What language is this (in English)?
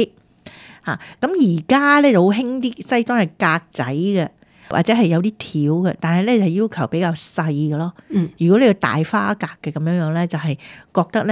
Cantonese